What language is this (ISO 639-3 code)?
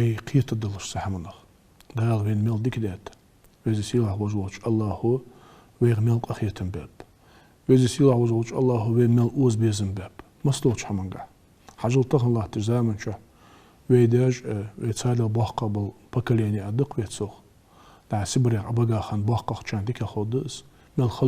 inh